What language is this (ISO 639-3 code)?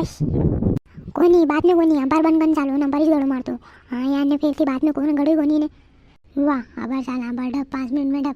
raj